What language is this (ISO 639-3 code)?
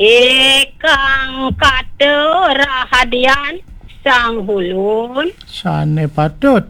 ban